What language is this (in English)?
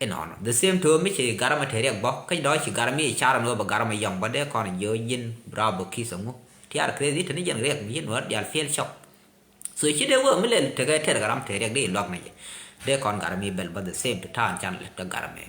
Nuer